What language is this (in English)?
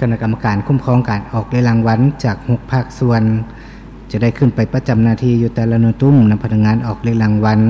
Lao